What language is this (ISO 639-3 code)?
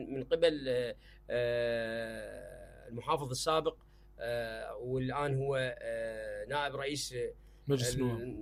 acm